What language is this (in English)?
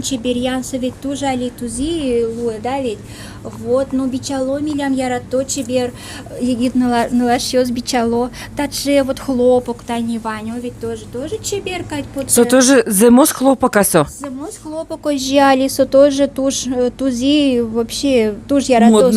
Udmurt